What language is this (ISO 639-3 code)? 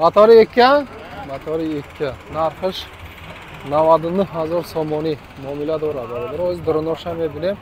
tgk